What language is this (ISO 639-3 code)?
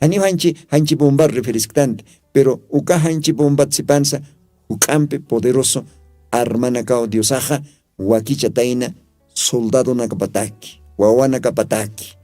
aym